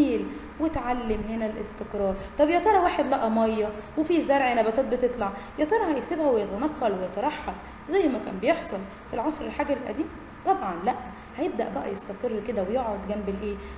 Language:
Egyptian Arabic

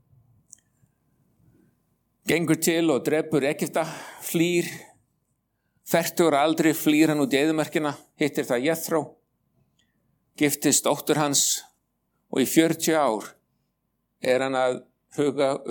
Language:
Icelandic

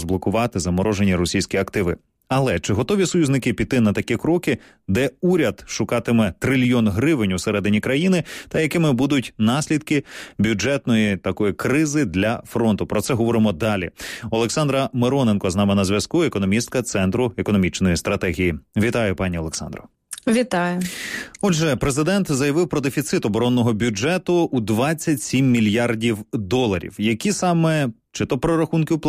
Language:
Ukrainian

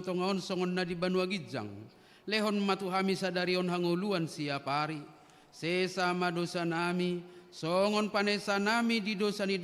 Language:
Batak Toba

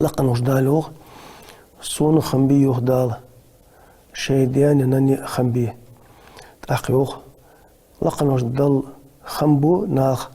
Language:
Ingush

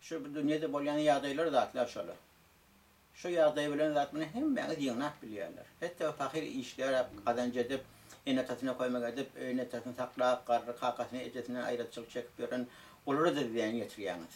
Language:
Turkmen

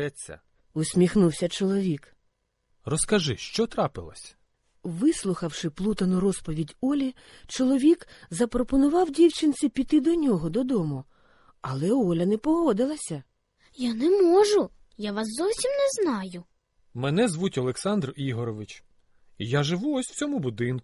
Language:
Ukrainian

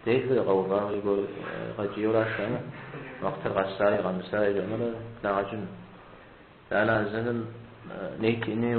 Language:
Kabardian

